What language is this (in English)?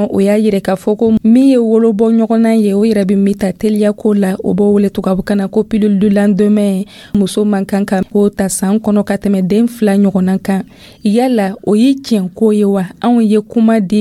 Dyula